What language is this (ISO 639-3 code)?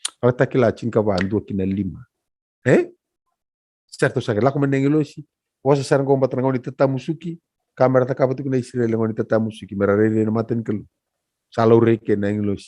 fij